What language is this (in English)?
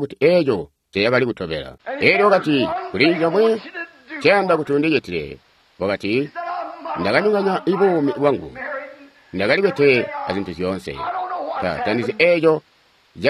Tonga (Zambia)